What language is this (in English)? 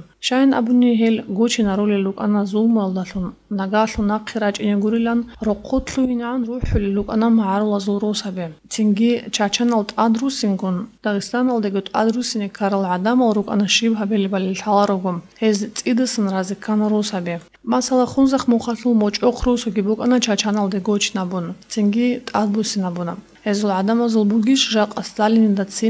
Avaric